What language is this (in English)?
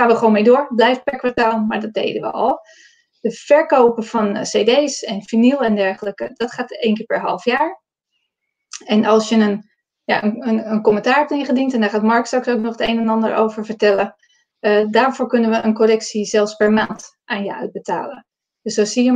Dutch